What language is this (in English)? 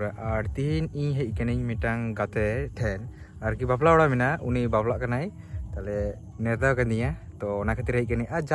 Santali